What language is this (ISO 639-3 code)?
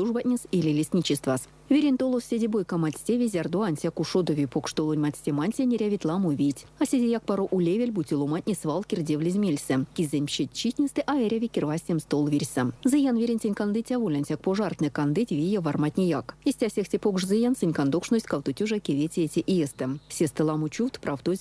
myv